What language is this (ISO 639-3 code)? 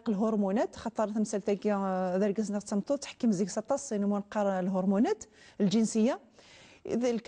kab